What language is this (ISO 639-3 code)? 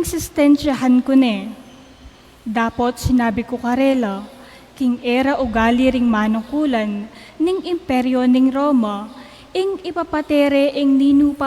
pam